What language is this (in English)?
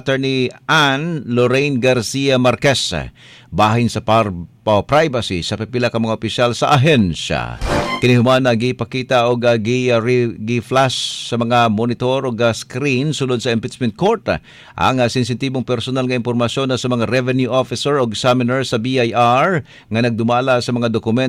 Cebuano